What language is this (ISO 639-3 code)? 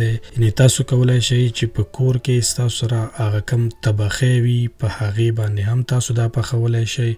pus